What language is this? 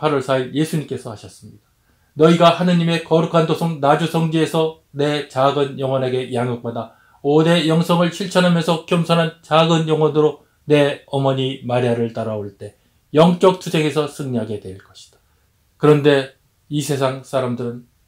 Korean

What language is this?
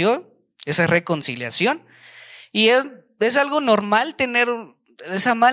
Spanish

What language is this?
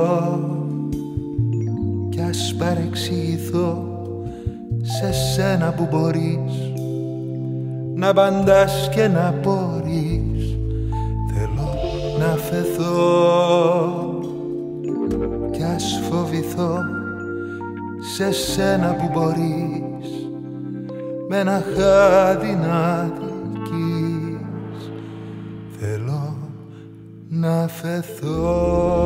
Greek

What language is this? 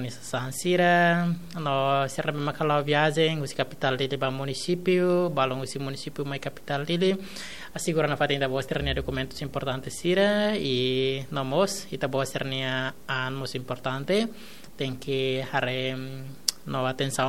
Tetum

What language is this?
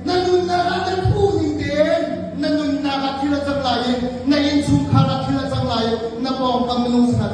Hakha Chin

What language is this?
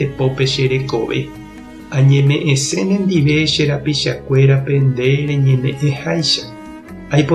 Guarani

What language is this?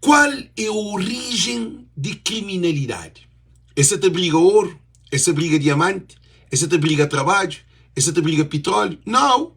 Kabuverdianu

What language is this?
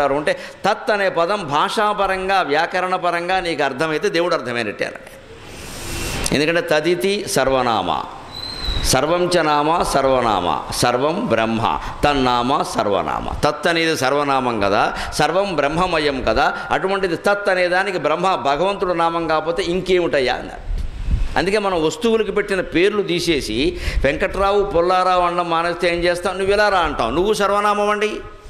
Telugu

